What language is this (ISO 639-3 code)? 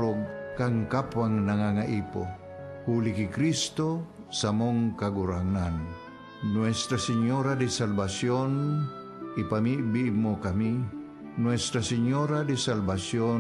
bik